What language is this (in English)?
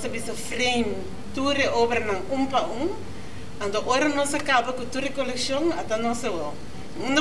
Papiamento